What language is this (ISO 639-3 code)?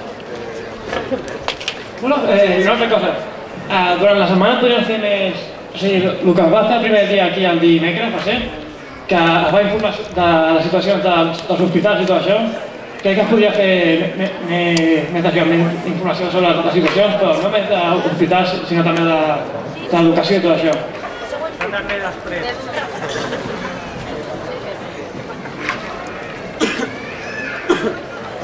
cat